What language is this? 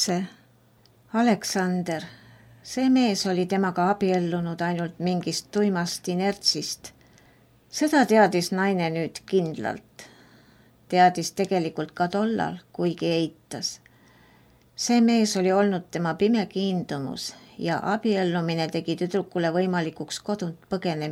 Estonian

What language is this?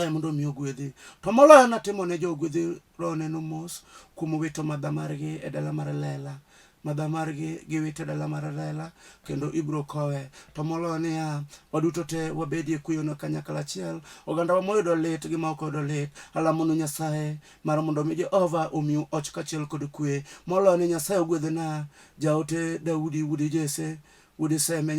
Luo (Kenya and Tanzania)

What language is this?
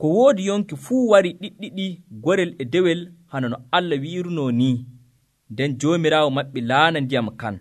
Nigerian Fulfulde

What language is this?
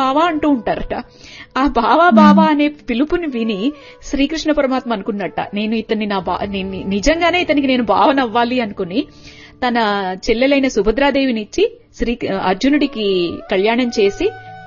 Telugu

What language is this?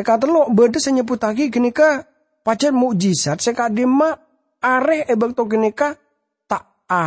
Madurese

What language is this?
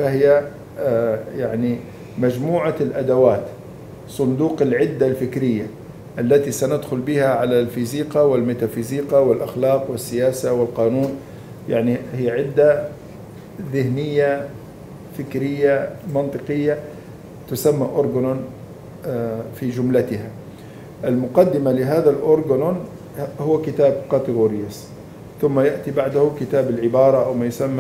Libyan Arabic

